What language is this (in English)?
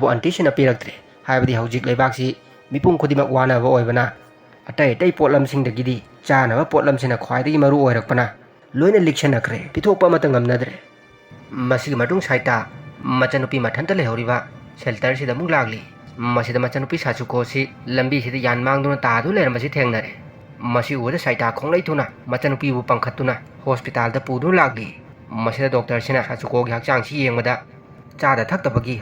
Manipuri